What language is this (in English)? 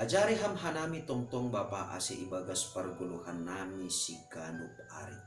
Batak Simalungun